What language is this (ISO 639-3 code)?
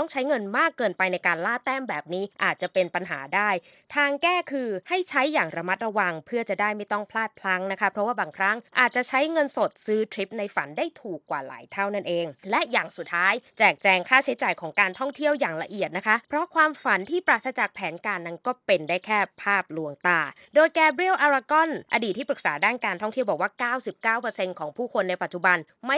tha